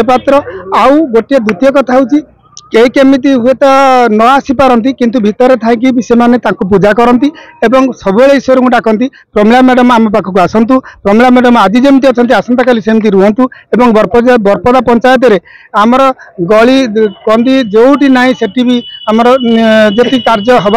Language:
Odia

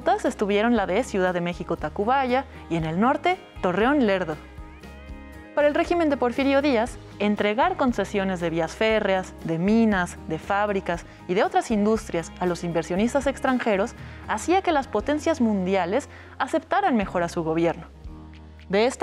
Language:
Spanish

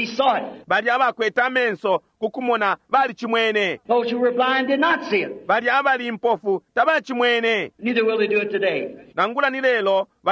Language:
Bemba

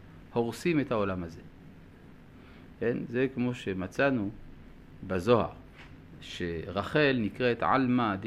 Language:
Hebrew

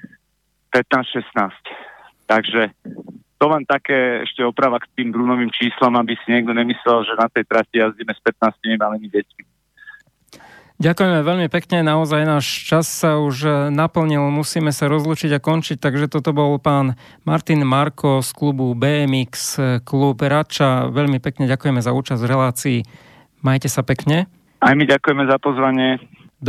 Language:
Slovak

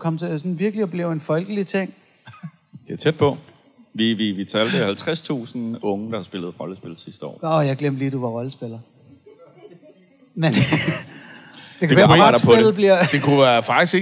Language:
Danish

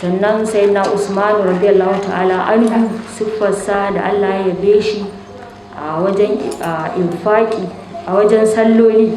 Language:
Hausa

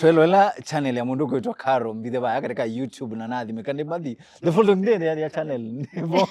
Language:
Kamba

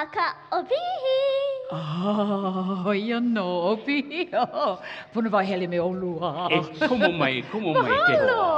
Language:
Hawaiian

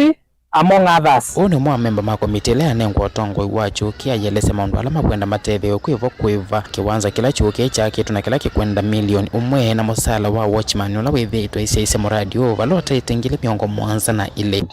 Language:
Kamba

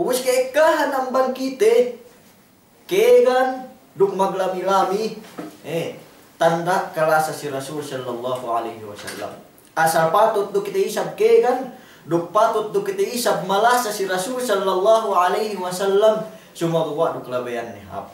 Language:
Yakan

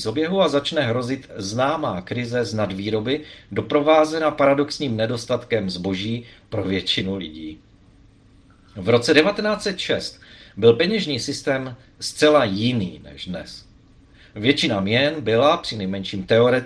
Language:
Czech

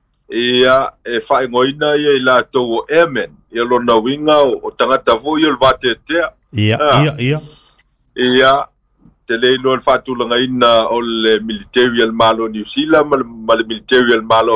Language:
Samoan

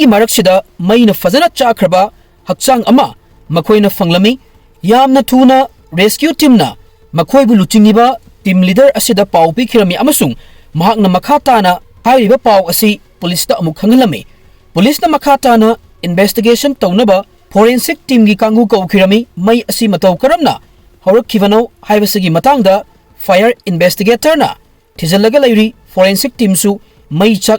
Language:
Manipuri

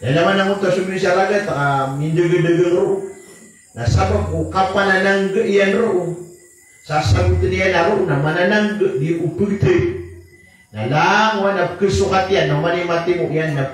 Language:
Maranao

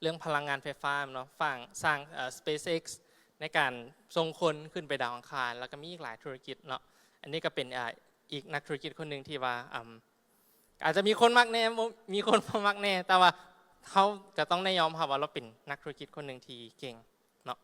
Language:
Lao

